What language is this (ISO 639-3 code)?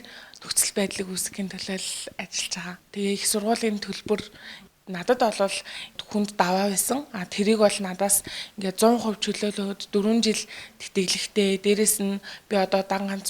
mon